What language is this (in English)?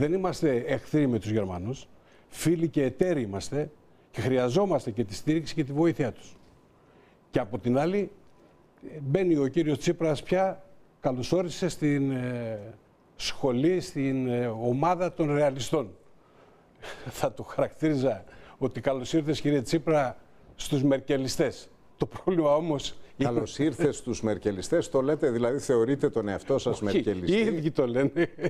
Greek